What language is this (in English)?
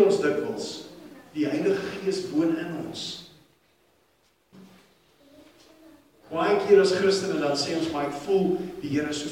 Afrikaans